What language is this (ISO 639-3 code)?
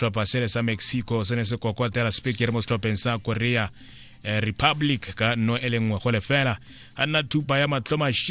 tsn